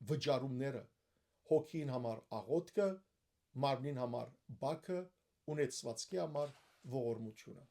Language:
Western Armenian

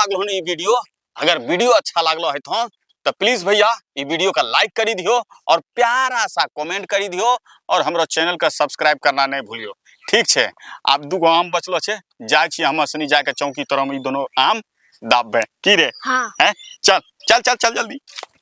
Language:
Angika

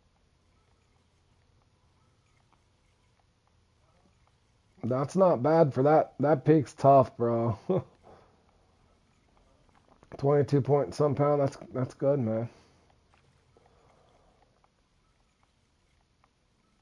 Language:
English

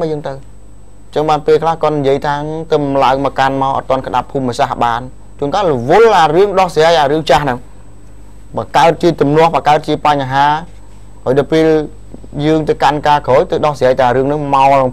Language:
Khmer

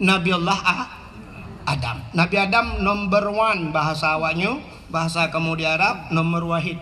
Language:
Achinese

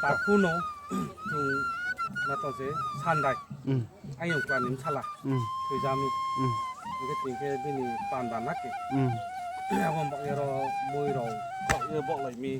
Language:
Riang (India)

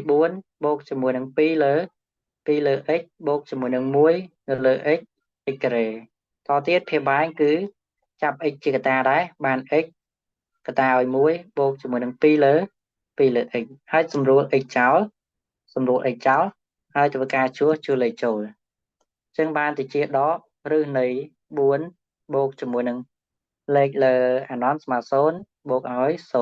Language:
Khmer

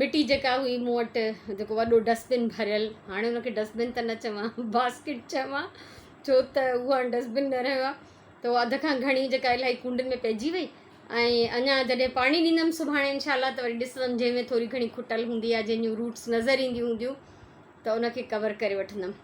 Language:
Sindhi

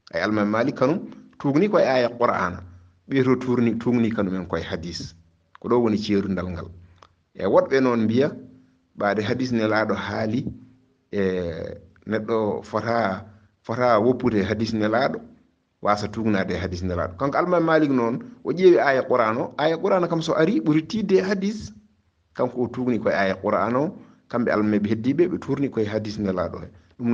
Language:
Fula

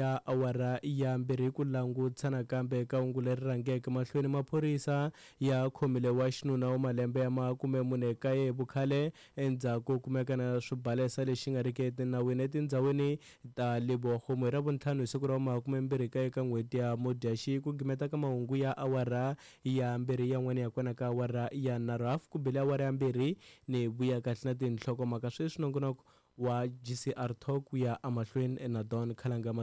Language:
Tsonga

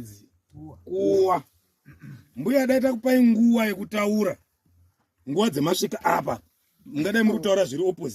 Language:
Shona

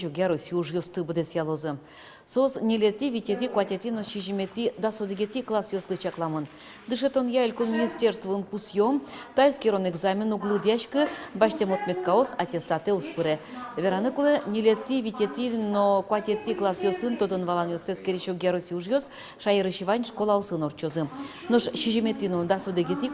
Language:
Udmurt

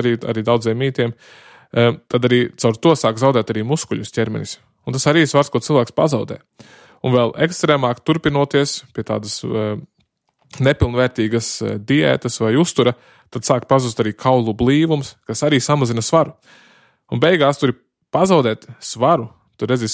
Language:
Latvian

